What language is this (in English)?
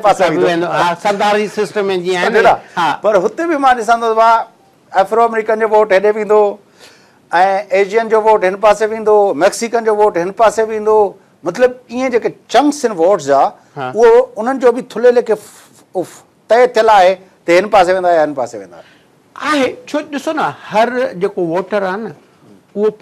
Sindhi